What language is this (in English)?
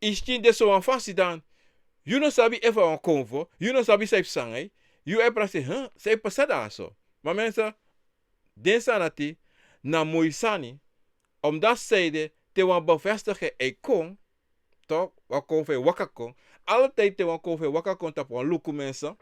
Sranan Tongo